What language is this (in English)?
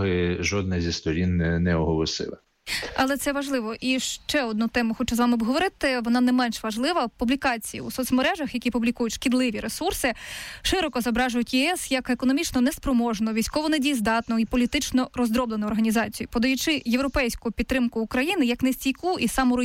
Ukrainian